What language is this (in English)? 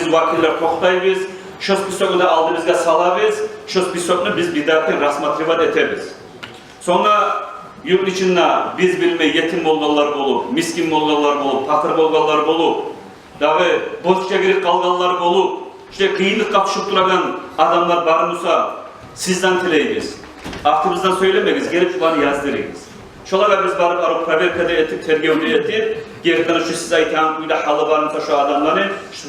Kumyk